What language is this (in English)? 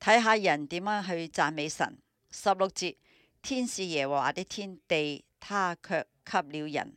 Cantonese